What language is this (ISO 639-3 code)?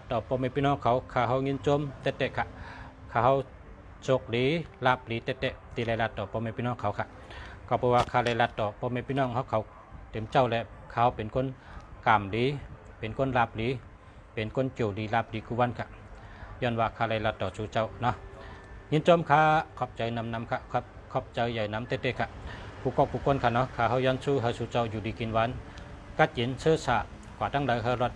shn